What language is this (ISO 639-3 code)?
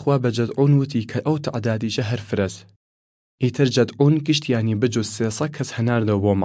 sdh